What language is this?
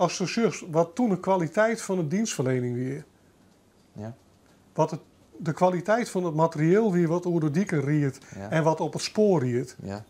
Western Frisian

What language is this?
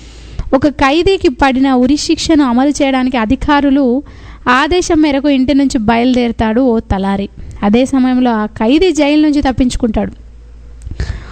Telugu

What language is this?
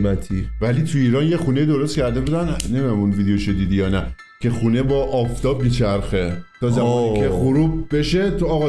Persian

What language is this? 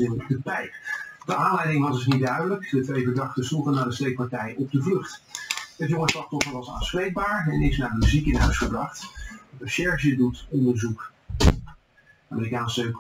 Dutch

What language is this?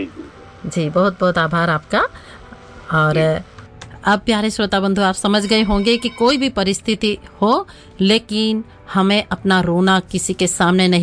Hindi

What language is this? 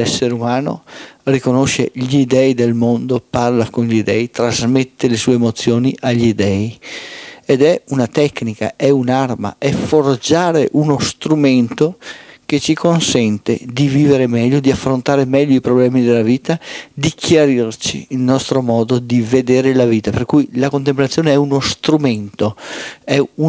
Italian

